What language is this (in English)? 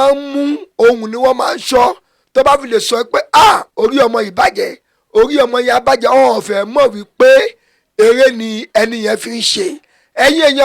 Yoruba